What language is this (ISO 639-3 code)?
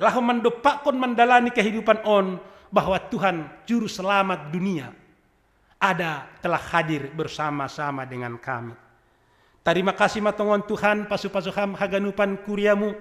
bts